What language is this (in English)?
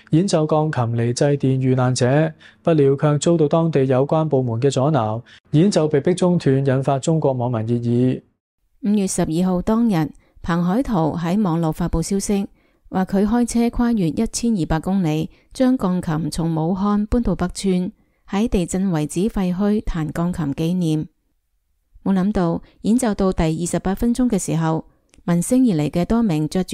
Cantonese